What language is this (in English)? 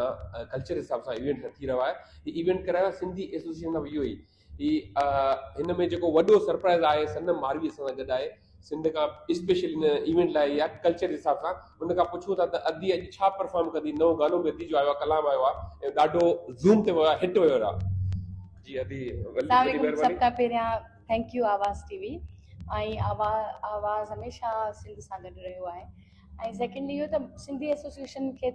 Sindhi